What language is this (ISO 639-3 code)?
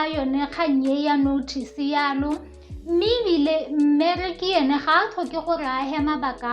tsn